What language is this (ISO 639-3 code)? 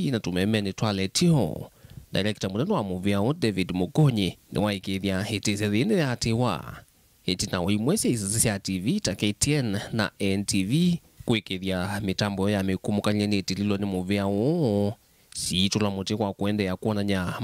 kam